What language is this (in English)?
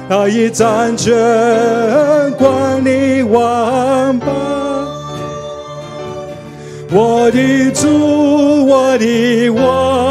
Chinese